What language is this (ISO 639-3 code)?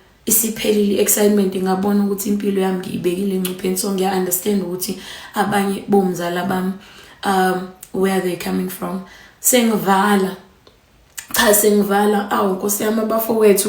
zul